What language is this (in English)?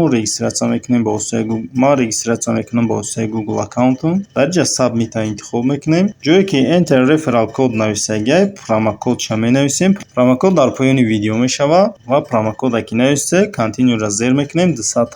Tajik